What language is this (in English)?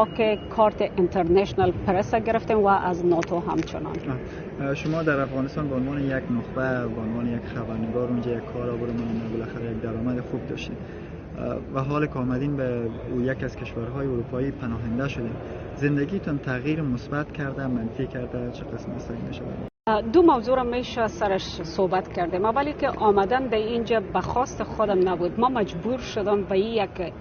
Persian